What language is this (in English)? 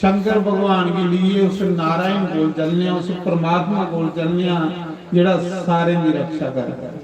Dogri